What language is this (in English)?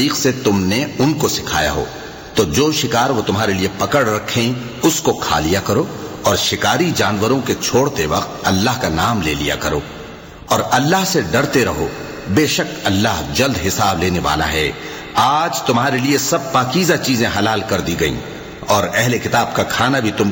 Urdu